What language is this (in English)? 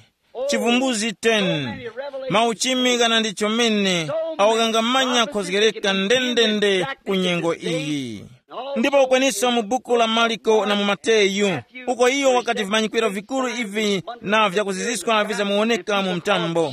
Tumbuka